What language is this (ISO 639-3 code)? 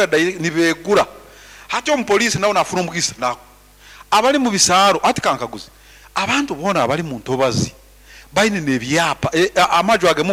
nyn